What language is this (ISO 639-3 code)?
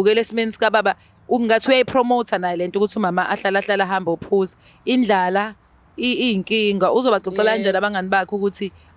zul